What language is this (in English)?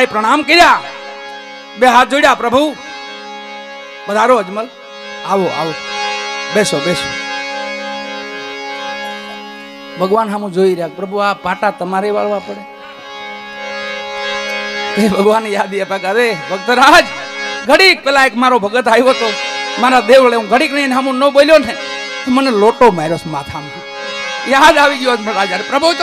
Gujarati